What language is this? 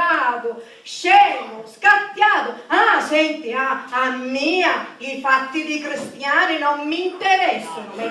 Sicilian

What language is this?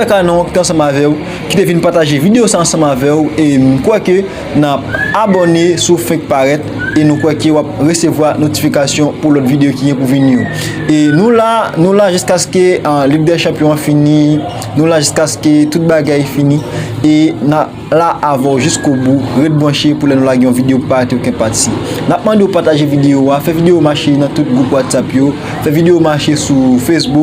Haitian Creole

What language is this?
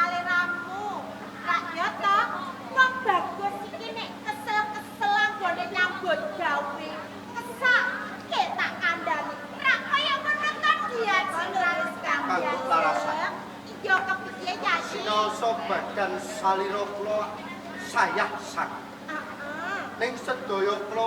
Javanese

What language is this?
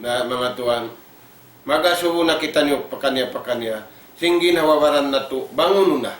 Tausug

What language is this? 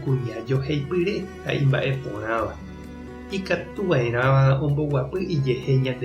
Guarani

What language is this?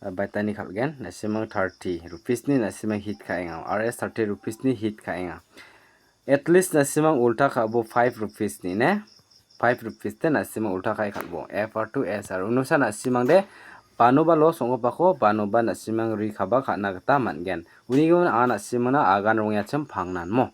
Garo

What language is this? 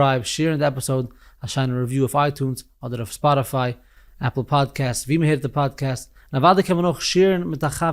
Yiddish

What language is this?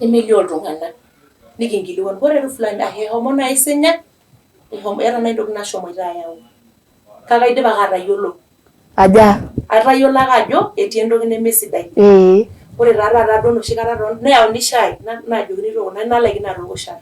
Masai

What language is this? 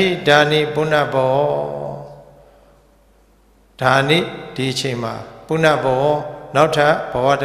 Burmese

